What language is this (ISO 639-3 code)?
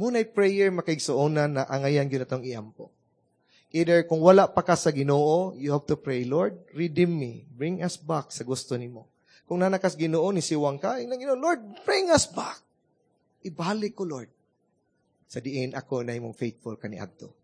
ceb